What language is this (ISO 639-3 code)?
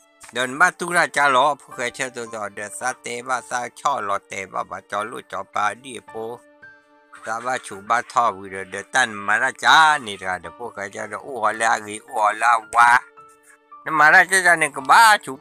ksw